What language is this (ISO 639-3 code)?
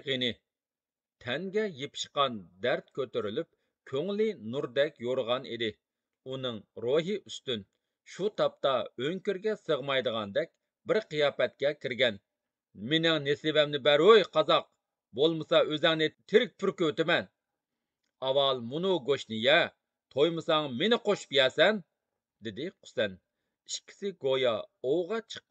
uig